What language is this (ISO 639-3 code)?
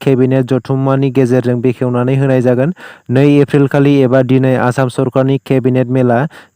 brx